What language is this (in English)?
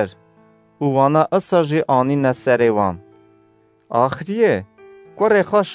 Kurdish